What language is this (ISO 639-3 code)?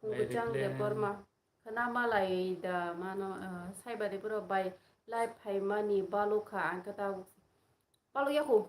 trp